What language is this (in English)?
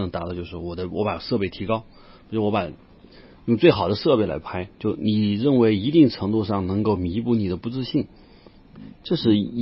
Chinese